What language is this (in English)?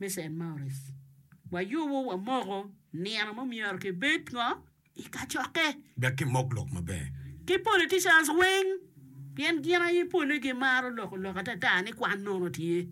Acoli